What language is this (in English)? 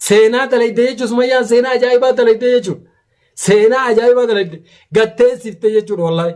Oromo